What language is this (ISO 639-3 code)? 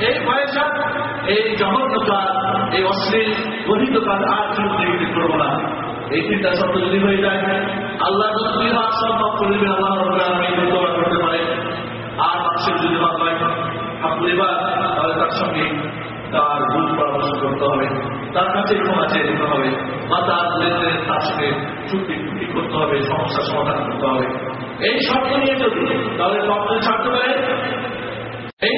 ben